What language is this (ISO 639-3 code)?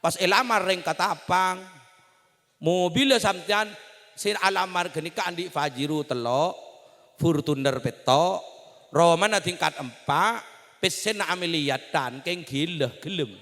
mad